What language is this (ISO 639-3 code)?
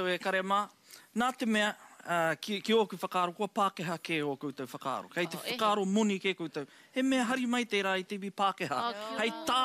mri